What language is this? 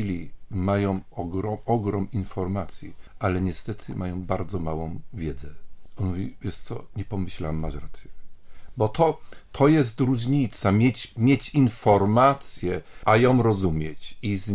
Polish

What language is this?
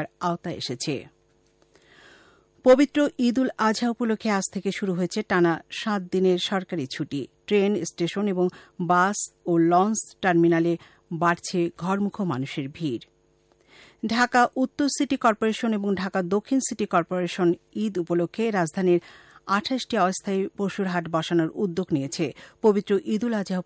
Bangla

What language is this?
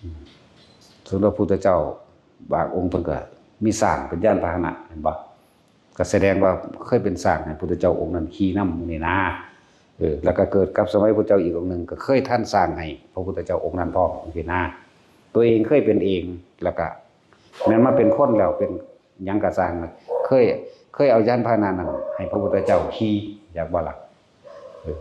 Northeastern Thai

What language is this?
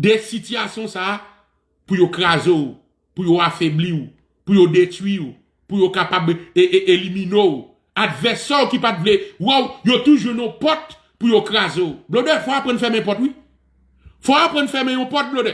Haitian Creole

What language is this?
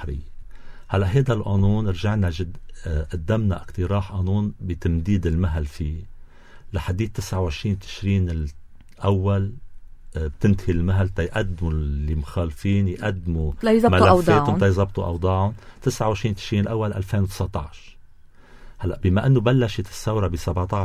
North Levantine Arabic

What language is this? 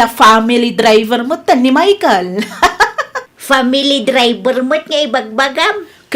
Iloko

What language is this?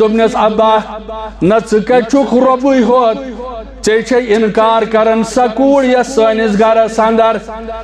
Kashmiri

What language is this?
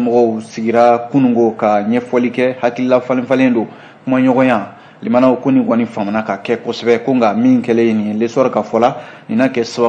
Bambara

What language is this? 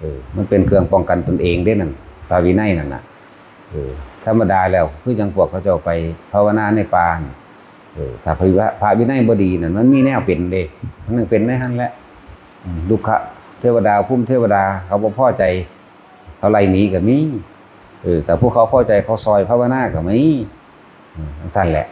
Lao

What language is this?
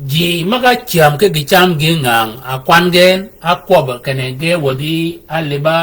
Shilluk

